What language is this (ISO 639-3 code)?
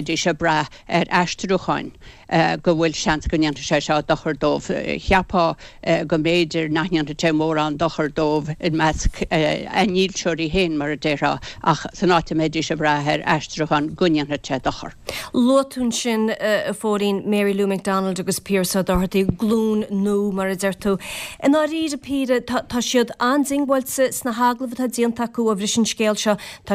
gle